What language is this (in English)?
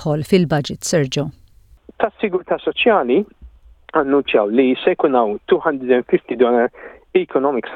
Maltese